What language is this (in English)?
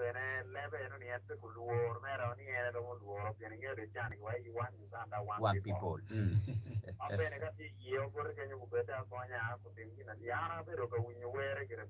Acoli